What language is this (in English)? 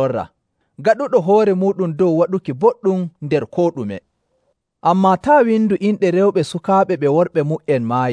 Nigerian Fulfulde